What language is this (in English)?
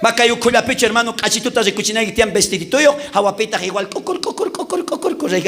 South Bolivian Quechua